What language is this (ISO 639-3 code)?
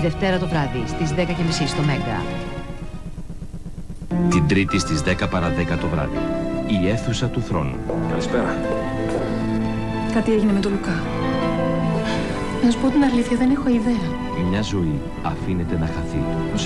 ell